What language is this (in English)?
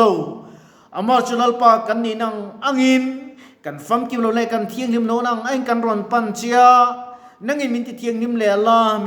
Mizo